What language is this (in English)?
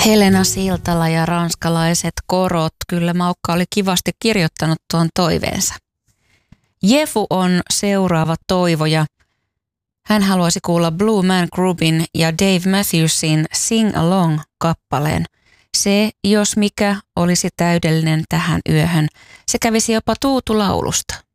Finnish